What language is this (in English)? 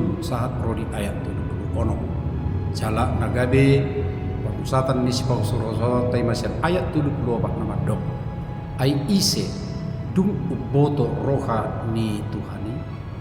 Batak Toba